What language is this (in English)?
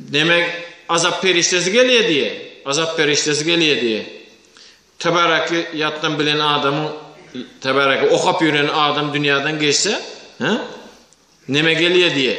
Turkmen